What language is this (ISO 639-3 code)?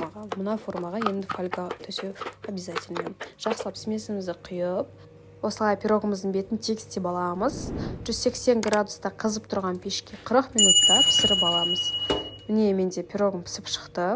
kaz